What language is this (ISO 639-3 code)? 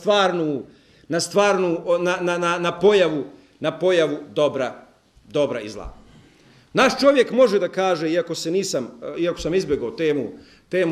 bos